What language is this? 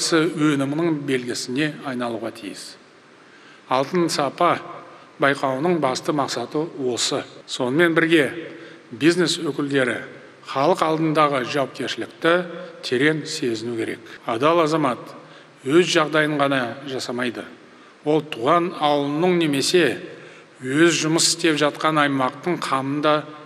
Kazakh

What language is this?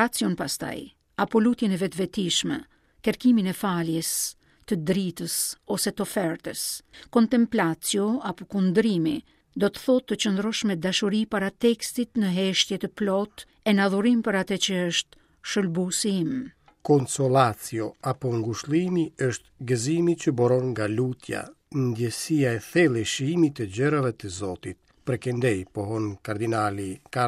Albanian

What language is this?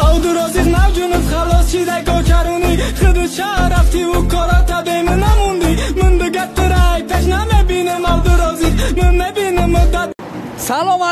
Tajik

